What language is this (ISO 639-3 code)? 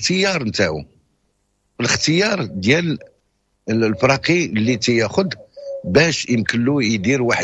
ary